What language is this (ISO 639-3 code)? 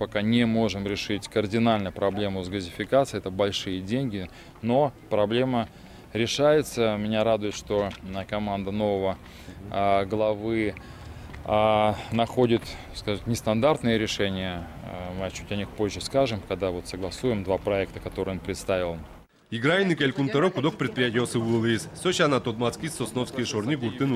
udm